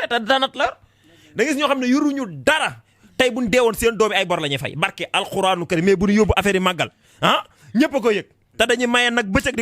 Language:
Wolof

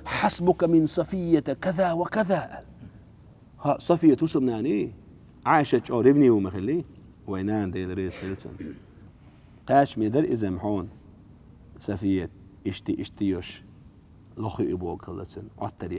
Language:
Chechen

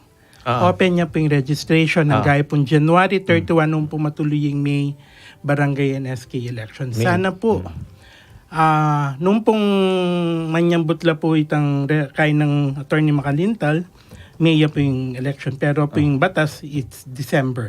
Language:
Pampanga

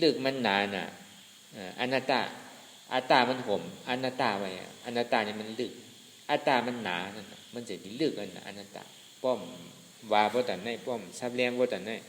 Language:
Shan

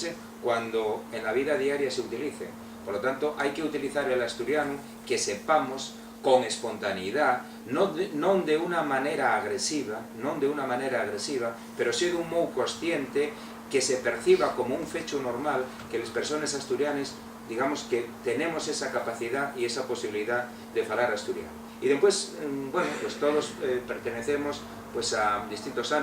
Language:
Asturian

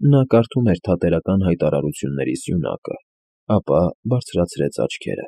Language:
Armenian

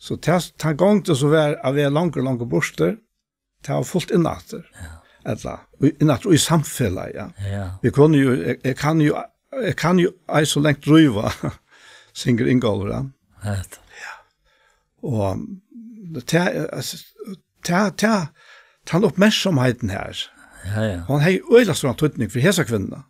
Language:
Faroese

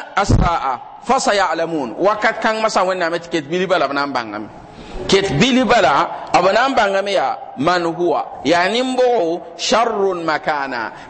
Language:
Mossi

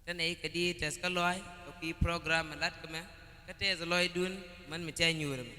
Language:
Nuer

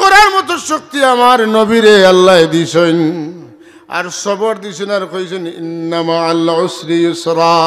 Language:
Sylheti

